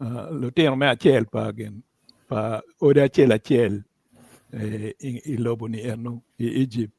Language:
Acoli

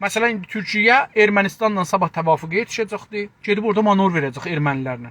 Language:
South Azerbaijani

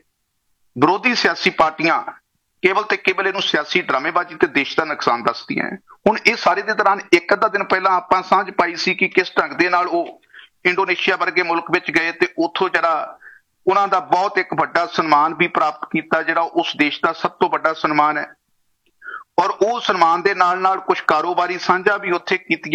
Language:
Punjabi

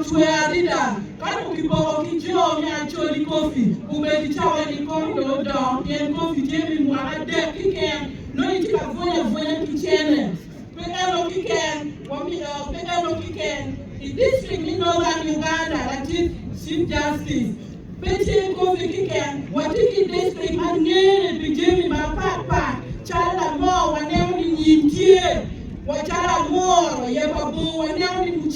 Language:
Acoli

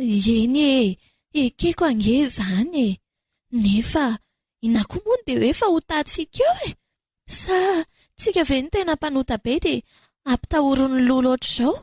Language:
Malagasy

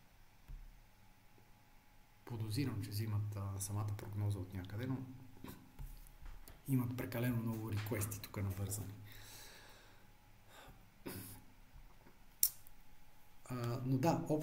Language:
Bulgarian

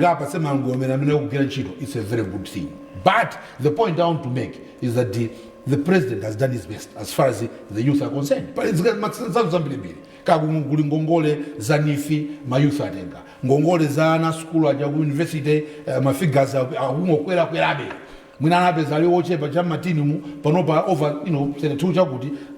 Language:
Nyanja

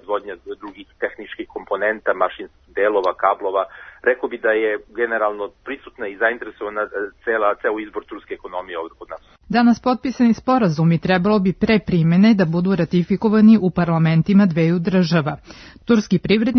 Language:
Serbian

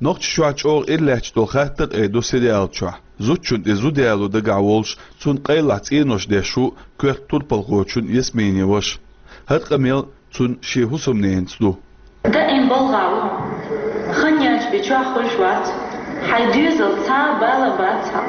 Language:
Chechen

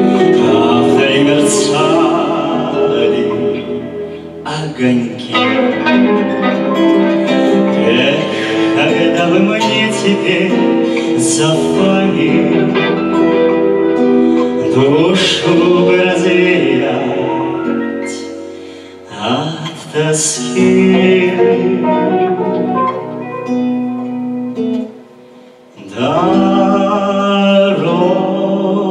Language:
Russian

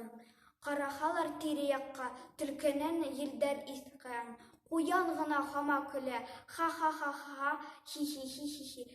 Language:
Bashkir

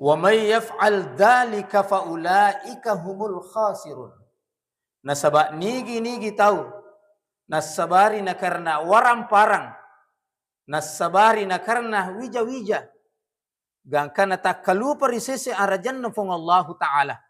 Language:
Buginese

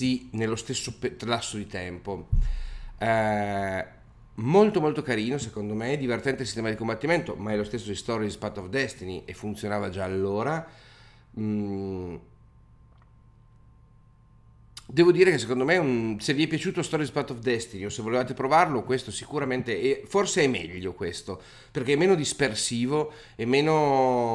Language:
Italian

